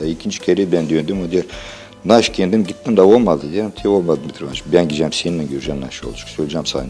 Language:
Gagauz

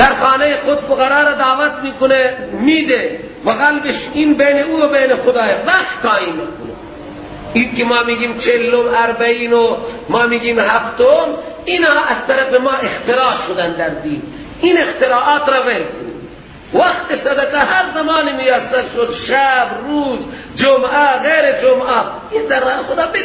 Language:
Persian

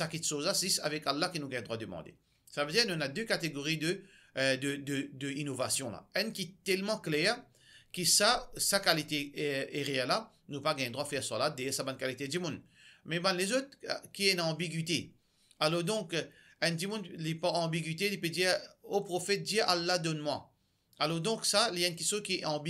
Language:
Morisyen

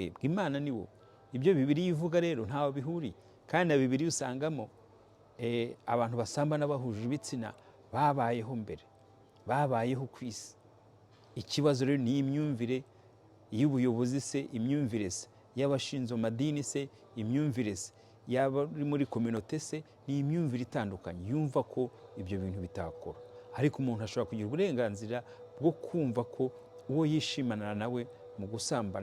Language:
Kinyarwanda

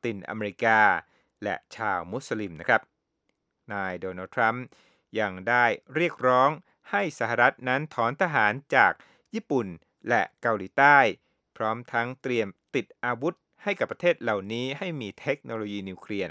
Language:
Thai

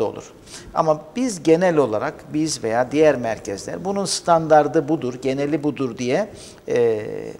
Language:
Turkish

